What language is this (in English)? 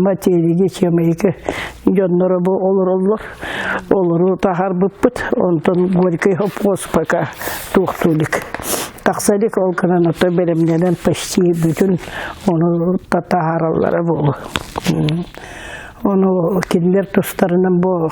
Yakut